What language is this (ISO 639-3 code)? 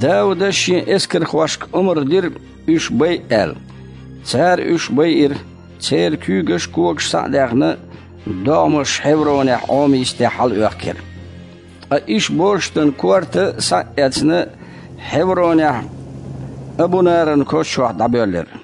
che